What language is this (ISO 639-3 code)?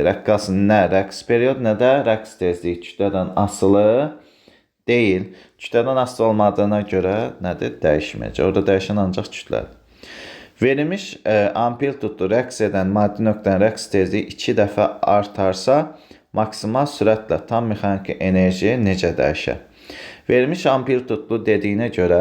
aze